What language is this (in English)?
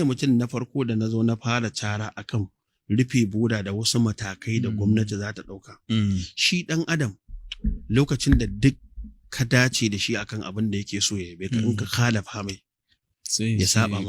Hausa